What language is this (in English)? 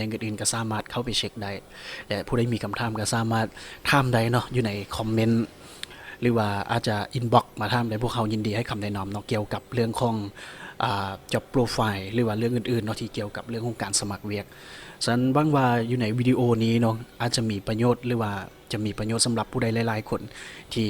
Lao